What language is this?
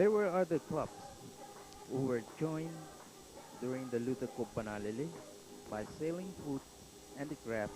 Marshallese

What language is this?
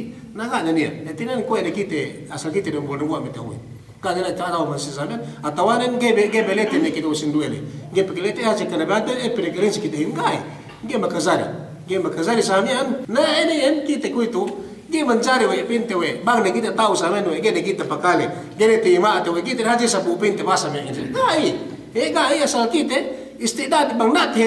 Yakan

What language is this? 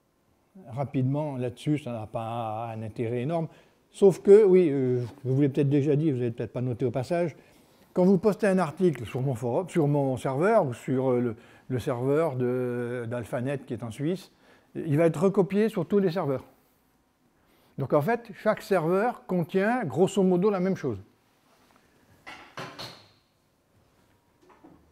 French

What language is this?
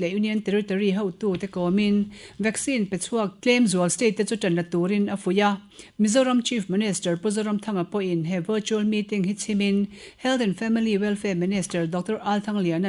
Mizo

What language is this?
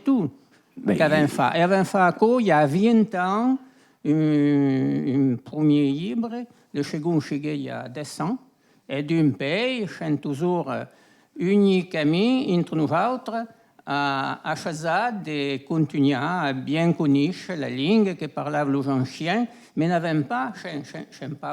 Occitan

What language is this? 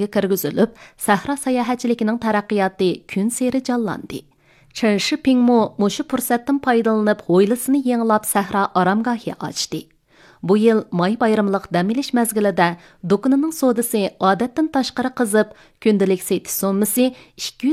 Uyghur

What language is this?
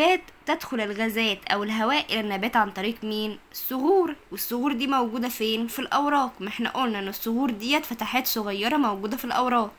Egyptian Arabic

